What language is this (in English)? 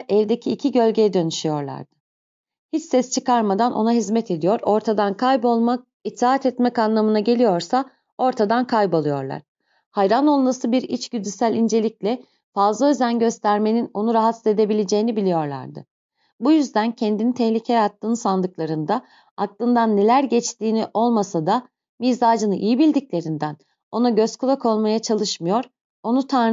Turkish